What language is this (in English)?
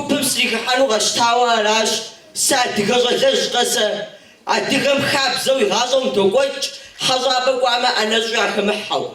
Kabardian